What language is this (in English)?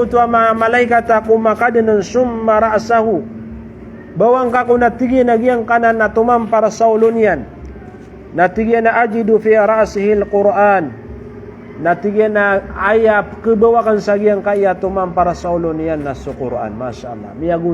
Maranao